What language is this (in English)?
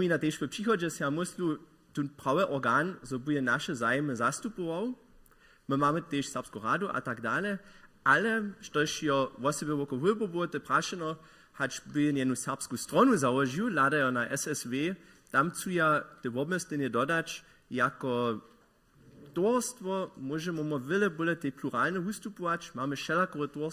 Upper Sorbian